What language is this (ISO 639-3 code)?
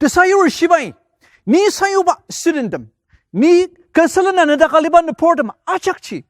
njo